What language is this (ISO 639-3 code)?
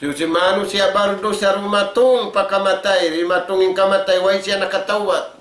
tsg